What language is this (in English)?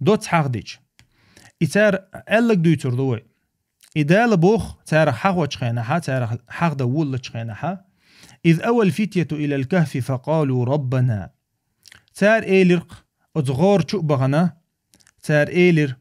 Chechen